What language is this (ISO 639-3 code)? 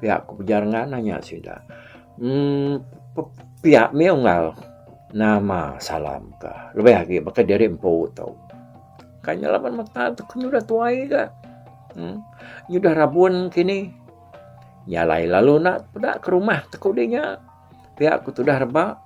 iba